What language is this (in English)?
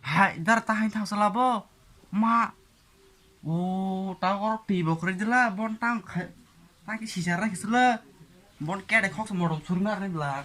Kok Borok